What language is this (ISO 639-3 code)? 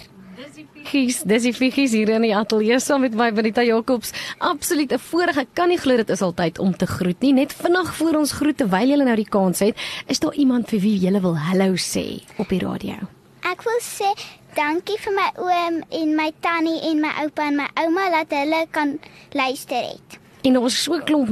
afr